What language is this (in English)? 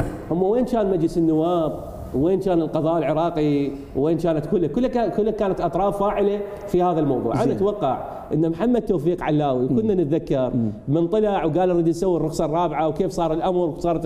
Mesopotamian Arabic